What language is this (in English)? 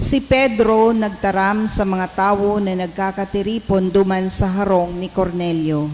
Bikol